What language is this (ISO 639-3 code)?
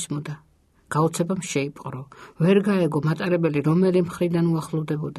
kat